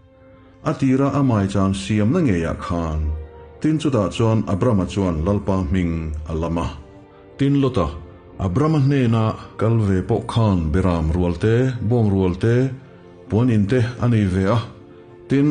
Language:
Mizo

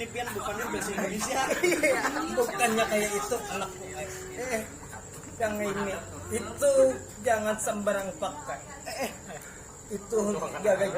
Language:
Banjar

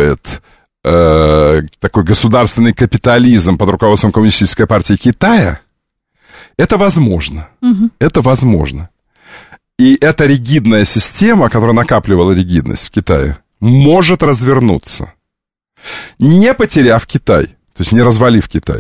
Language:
Russian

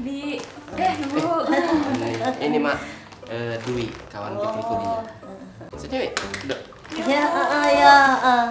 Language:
Musi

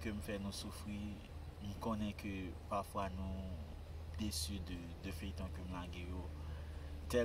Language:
Haitian Creole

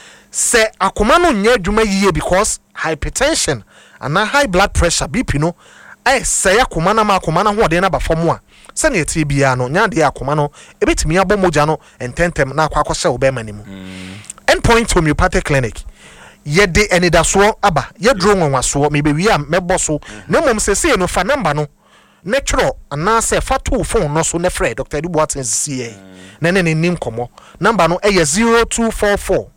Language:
Akan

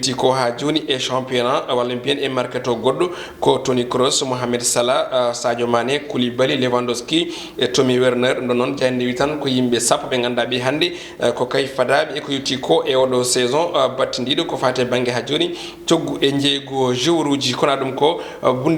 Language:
Fula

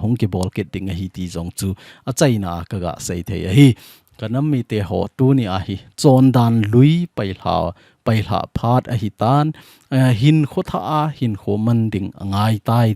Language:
Thado Chin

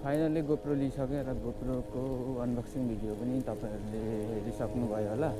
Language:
Nepali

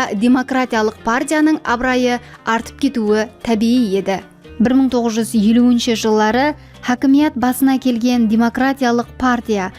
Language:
Kara-Kalpak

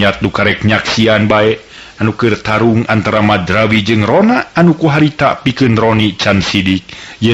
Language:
Sundanese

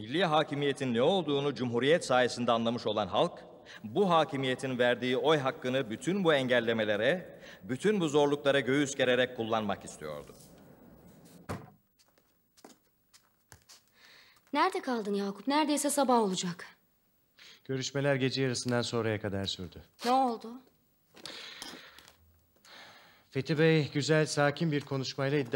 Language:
Turkish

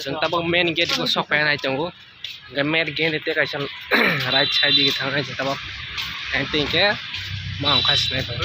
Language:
Kok Borok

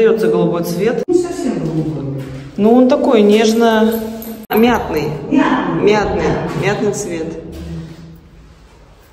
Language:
Russian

